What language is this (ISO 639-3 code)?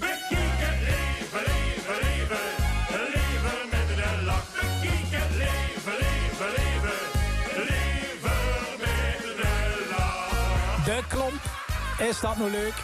lim